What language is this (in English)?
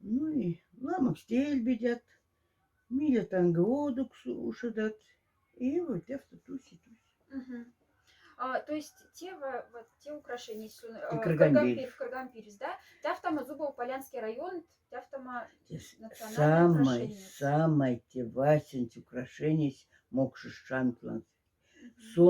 Moksha